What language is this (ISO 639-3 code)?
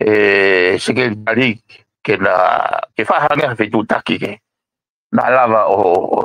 ton